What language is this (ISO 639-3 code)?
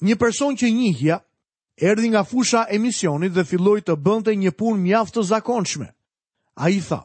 sqi